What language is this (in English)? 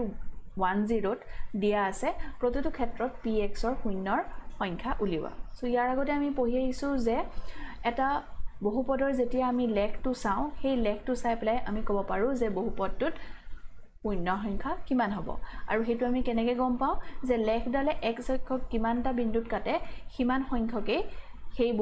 Assamese